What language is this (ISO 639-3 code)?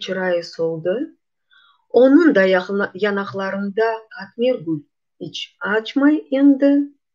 crh